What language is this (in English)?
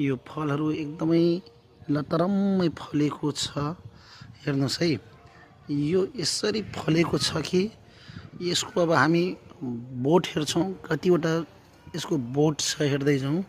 Nepali